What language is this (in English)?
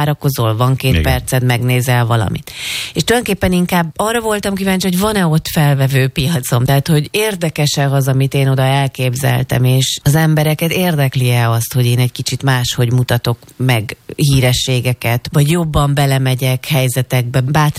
Hungarian